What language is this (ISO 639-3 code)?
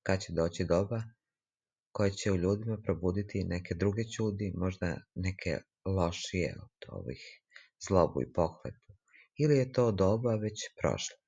srp